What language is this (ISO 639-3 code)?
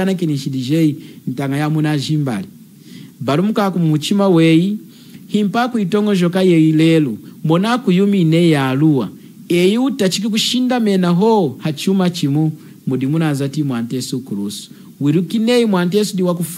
lun